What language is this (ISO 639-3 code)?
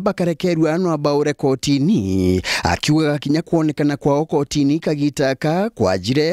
mer